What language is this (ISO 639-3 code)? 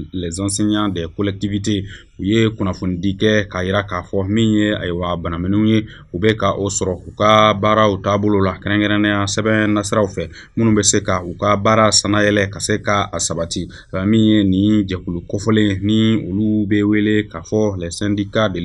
bam